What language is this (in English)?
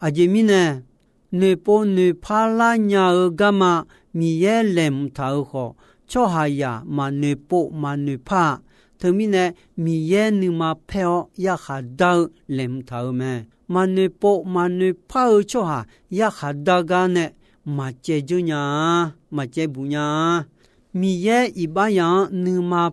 Akha